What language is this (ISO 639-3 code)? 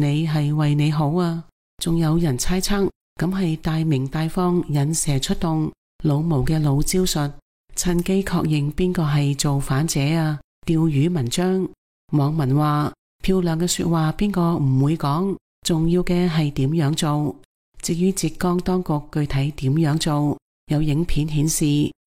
yue